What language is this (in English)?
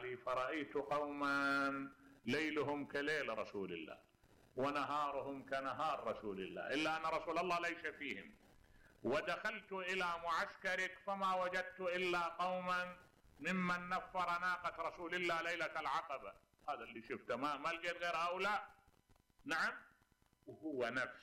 Mesopotamian Arabic